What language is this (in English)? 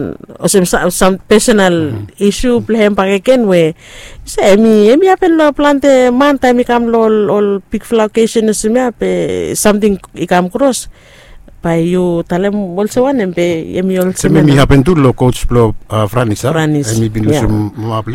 Bislama